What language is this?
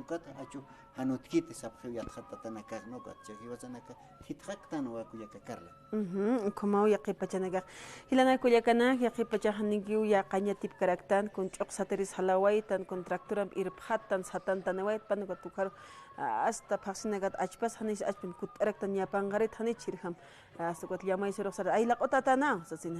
Aymara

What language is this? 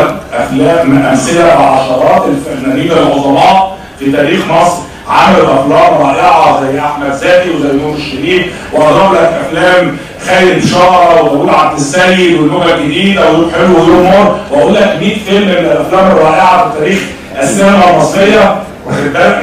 Egyptian Arabic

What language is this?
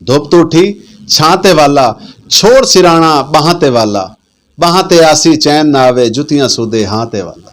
Saraiki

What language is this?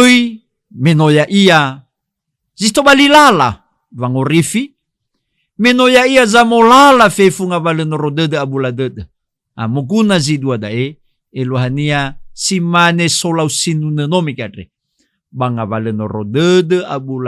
Nias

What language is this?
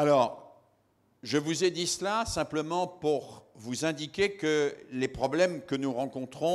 French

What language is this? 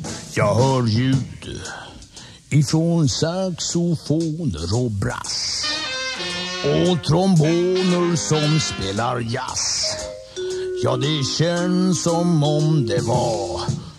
Swedish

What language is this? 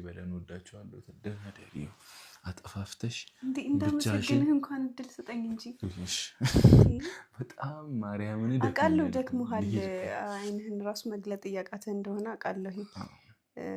Amharic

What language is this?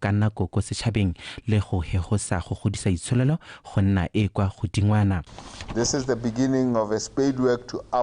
Tswana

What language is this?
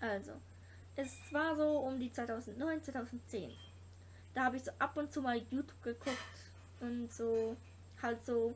Swiss German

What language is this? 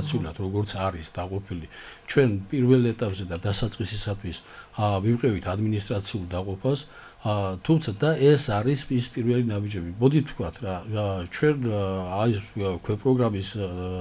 Georgian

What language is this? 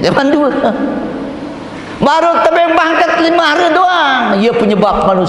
Sasak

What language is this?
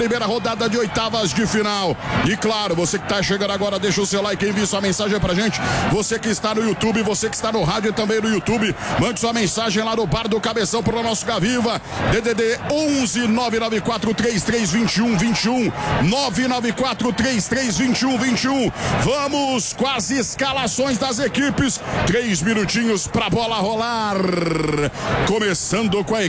Portuguese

